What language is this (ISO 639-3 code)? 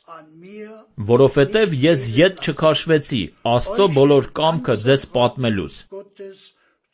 hye